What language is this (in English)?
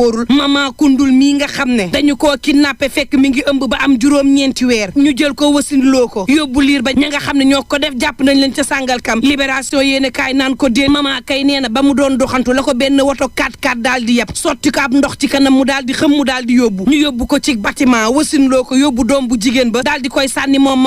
Wolof